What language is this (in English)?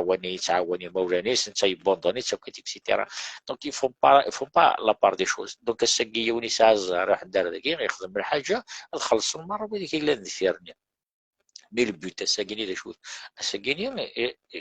Kabyle